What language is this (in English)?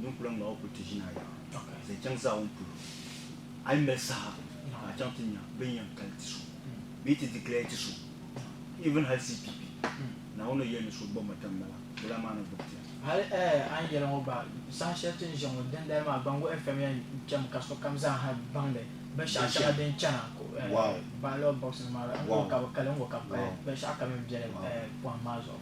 Dagbani